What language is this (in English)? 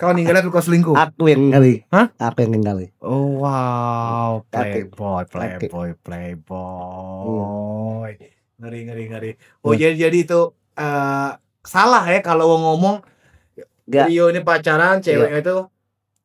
Musi